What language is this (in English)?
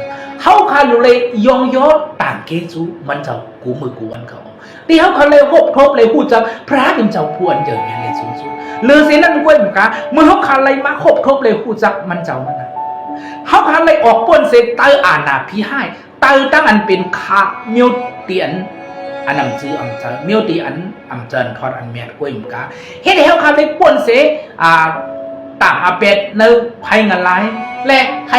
Shan